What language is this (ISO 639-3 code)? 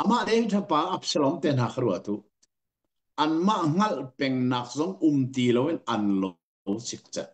cnh